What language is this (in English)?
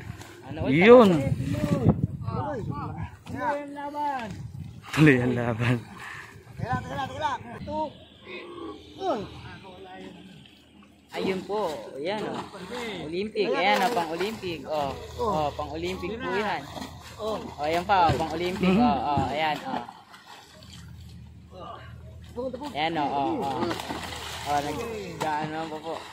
Filipino